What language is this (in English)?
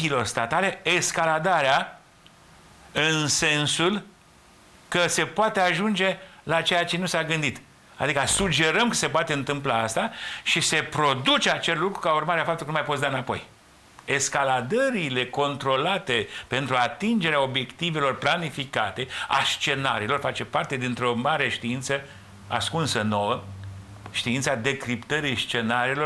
Romanian